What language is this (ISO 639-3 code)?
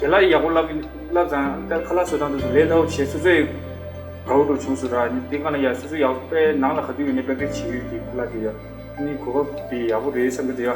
bod